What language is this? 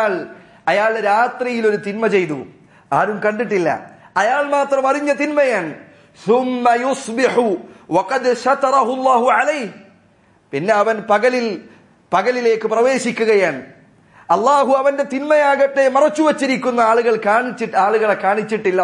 Malayalam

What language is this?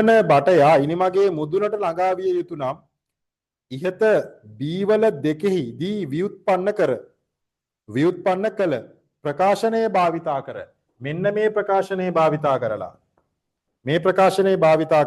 Sinhala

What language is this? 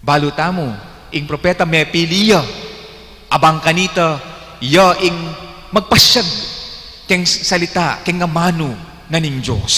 Pampanga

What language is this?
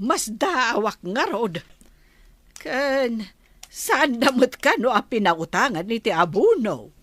Iloko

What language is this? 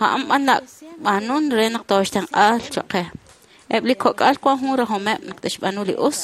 Kekchí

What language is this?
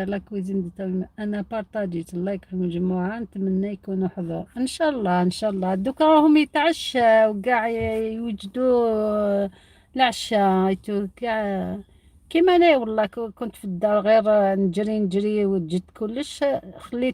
Algerian Arabic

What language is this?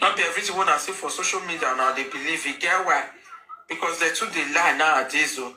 Nigerian Pidgin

